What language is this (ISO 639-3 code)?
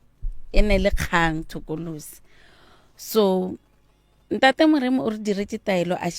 nso